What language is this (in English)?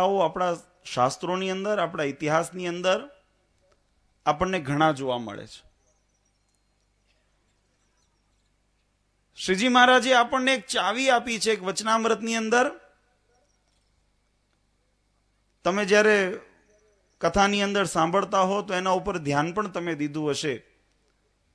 Gujarati